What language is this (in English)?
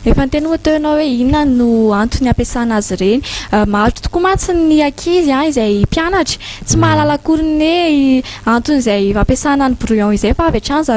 Malagasy